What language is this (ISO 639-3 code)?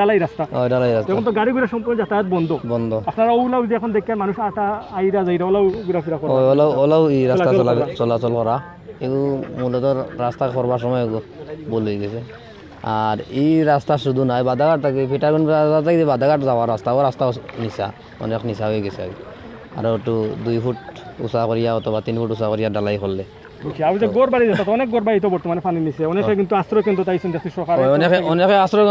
syl